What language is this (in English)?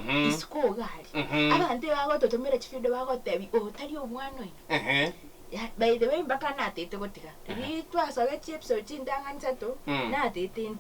Gusii